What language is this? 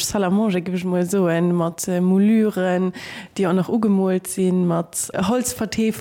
Luxembourgish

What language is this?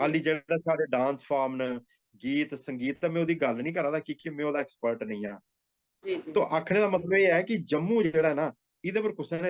Dogri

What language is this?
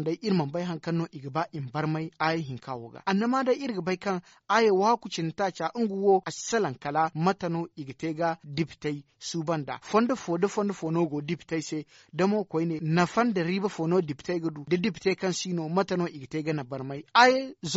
Zarma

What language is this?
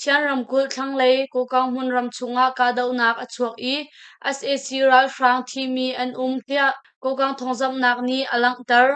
Hakha Chin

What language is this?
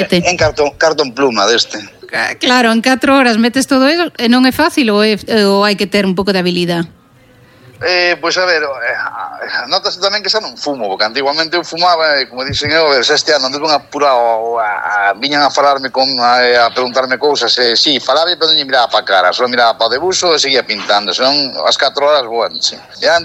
Galician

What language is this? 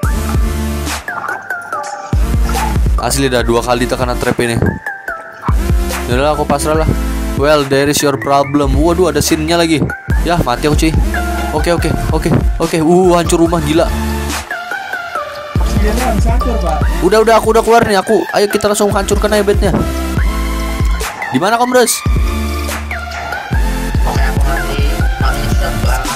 Indonesian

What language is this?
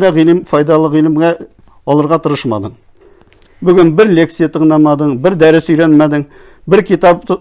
Tatar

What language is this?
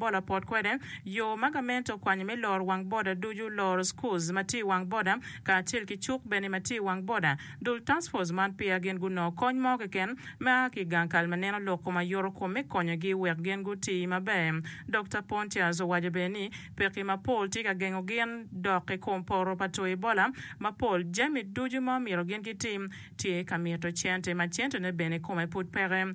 Acoli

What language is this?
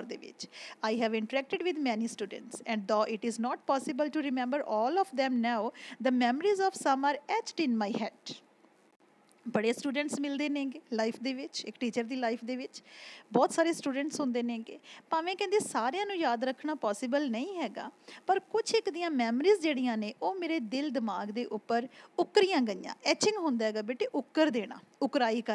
Punjabi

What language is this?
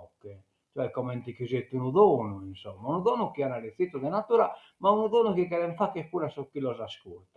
Sardinian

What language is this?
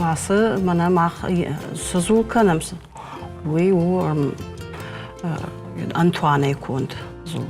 Ossetic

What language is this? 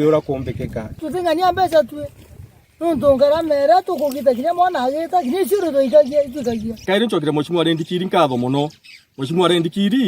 Meru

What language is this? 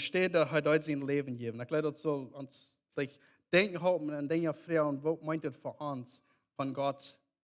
Plautdietsch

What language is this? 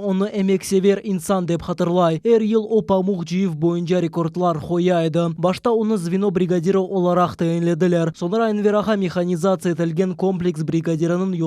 Crimean Tatar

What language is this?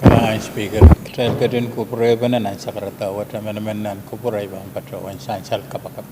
Pohnpeian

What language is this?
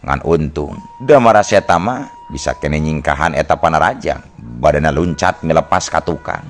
Sundanese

